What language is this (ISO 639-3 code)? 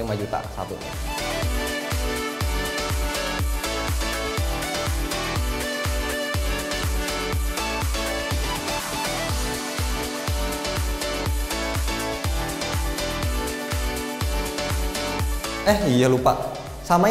ind